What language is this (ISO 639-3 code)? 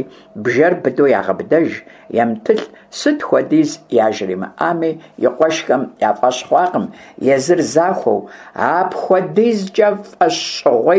kbd